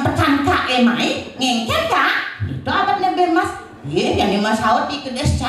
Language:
Balinese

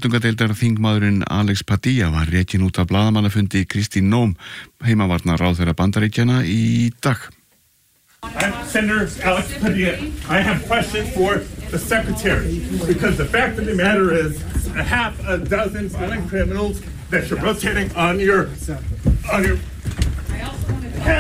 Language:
Icelandic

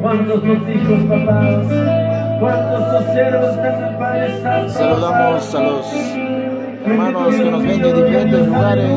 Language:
Ayacucho Quechua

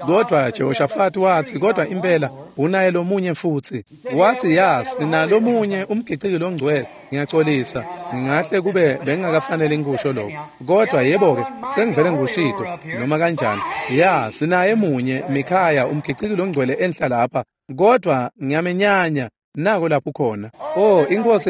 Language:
Swati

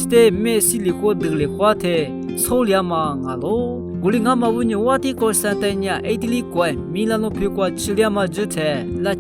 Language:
Lisu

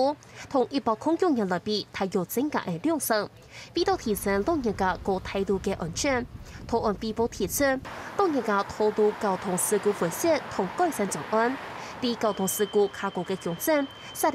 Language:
Hakka Chinese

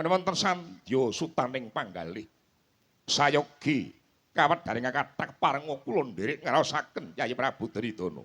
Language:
Javanese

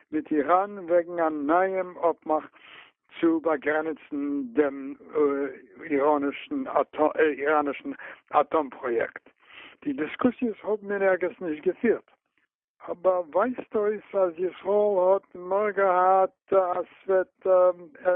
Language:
Yiddish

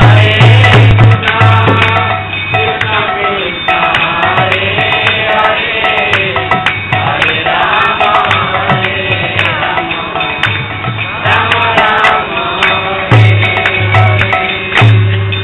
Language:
Odia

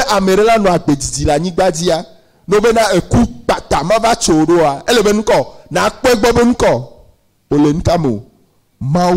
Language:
Ewe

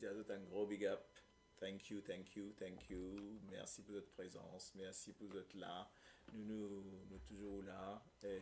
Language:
Morisyen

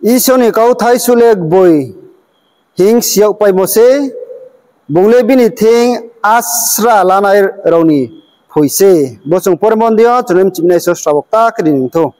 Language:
Riang (India)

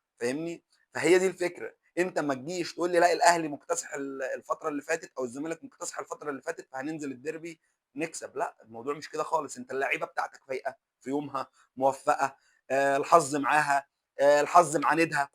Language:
Egyptian Arabic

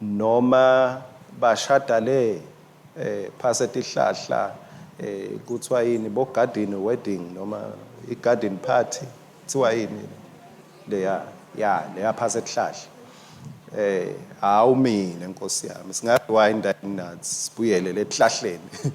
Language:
Swati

